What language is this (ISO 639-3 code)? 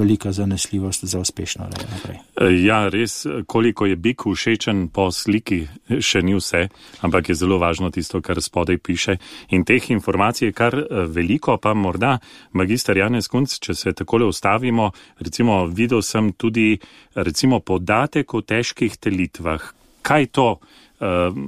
slv